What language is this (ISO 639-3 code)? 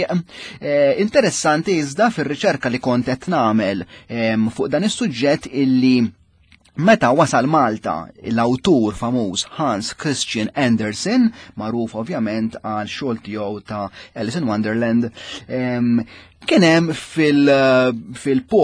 mlt